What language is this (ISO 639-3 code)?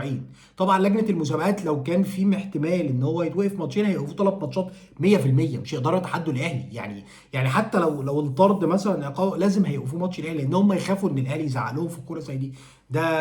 arz